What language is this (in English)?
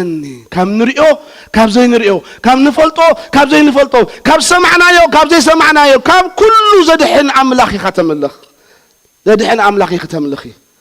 Tigrinya